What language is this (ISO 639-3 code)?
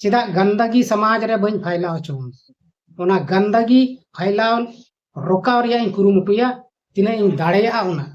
sat